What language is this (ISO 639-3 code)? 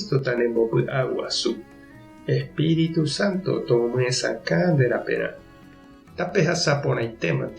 grn